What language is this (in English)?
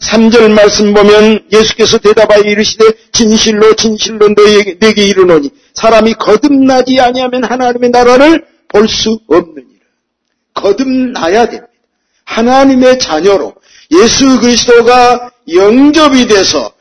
Korean